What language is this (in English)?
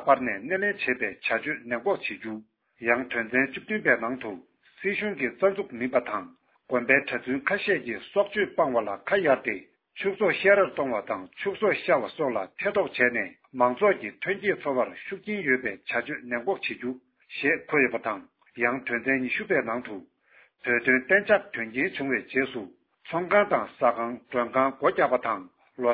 Tibetan